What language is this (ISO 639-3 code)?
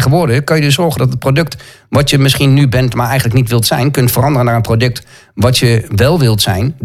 nld